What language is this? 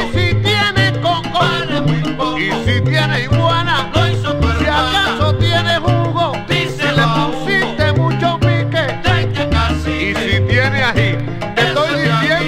Spanish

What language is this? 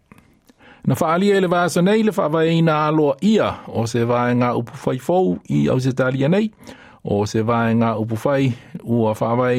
Samoan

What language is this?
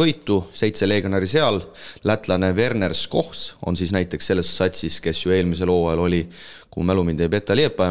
Estonian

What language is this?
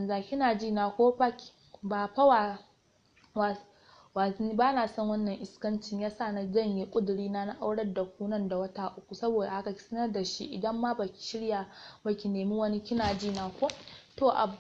Hausa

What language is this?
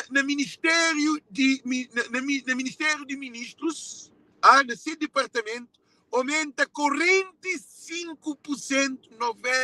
Kabuverdianu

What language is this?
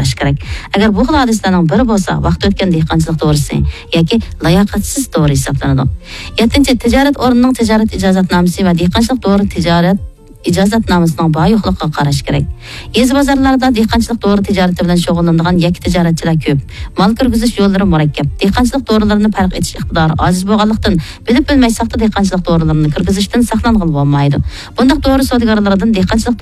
Uyghur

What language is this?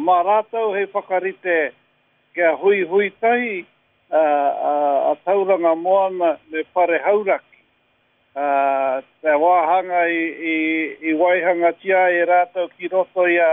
Māori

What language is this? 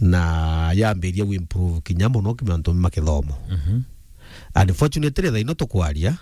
Meru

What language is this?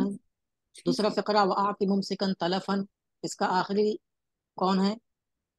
Urdu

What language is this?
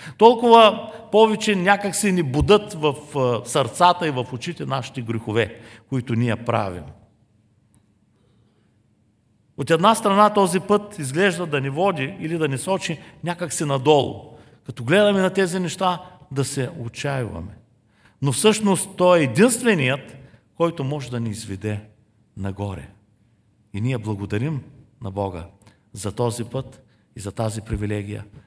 Bulgarian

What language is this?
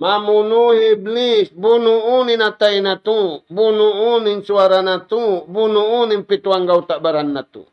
Tausug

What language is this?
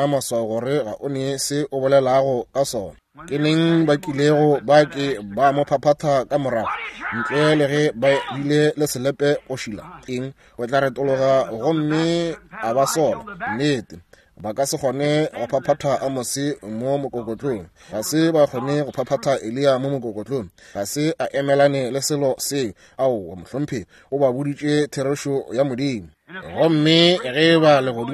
Northern Sotho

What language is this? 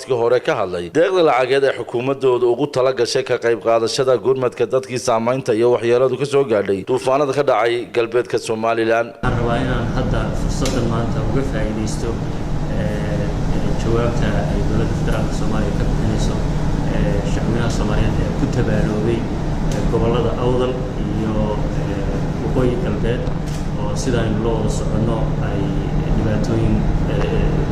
Somali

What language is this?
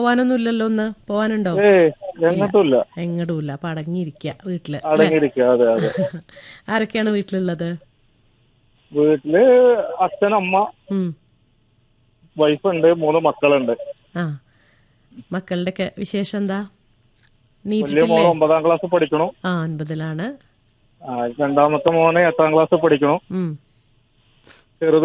Malayalam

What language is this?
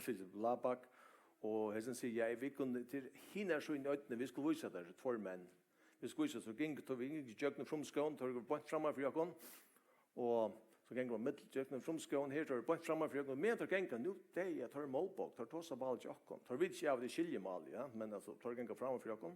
Faroese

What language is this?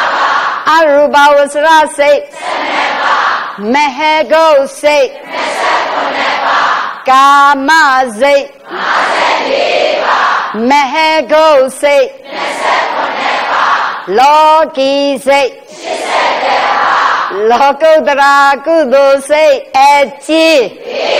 Burmese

